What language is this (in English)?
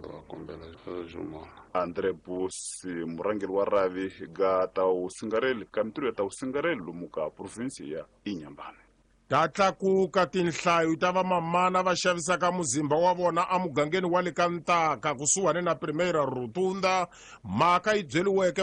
Tsonga